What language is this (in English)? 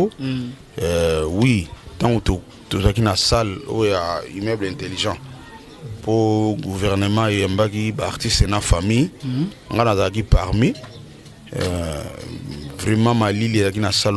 Lingala